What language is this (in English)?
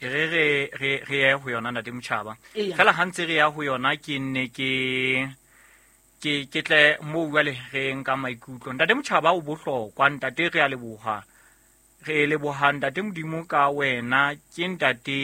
Southern Sotho